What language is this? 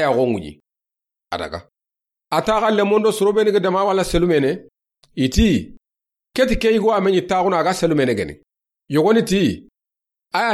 Soninke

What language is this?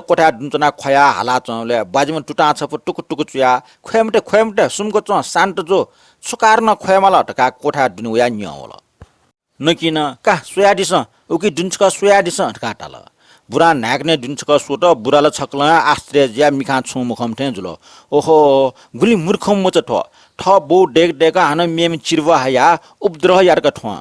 Newari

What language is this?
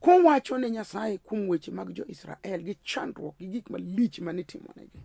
Luo (Kenya and Tanzania)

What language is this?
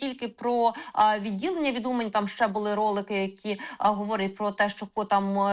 Ukrainian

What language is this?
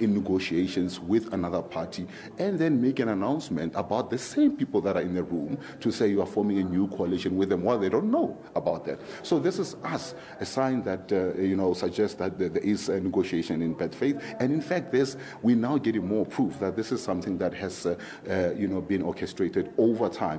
English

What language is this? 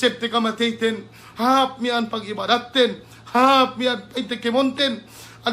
Yakan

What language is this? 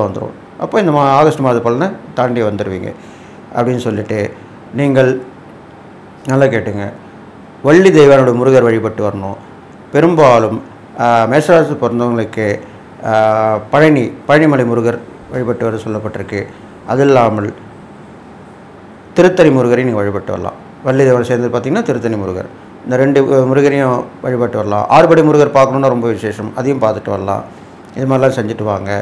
Tamil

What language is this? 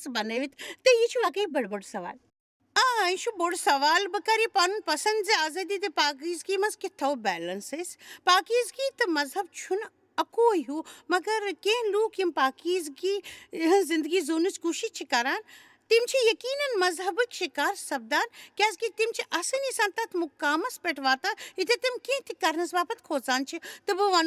Kashmiri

